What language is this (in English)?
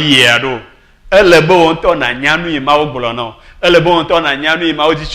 Ewe